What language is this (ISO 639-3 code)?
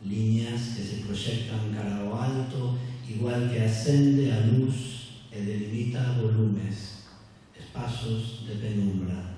glg